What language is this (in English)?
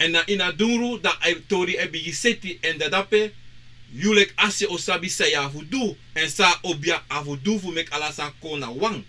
Sranan Tongo